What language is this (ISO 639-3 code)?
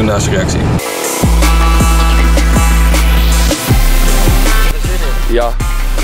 nld